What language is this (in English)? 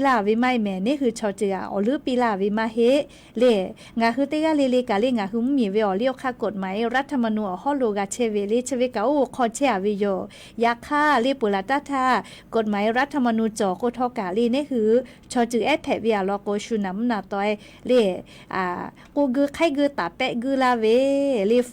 Lahu